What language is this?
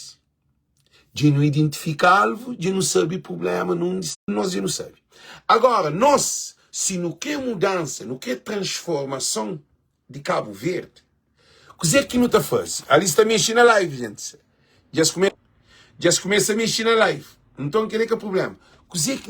Kabuverdianu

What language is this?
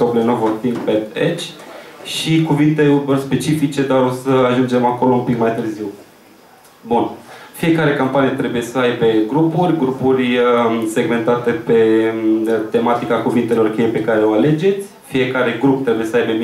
Romanian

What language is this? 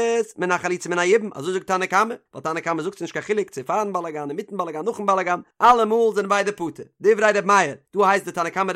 Yiddish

